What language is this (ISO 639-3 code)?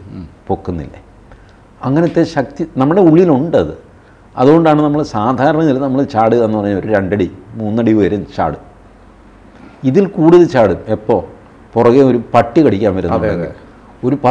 mal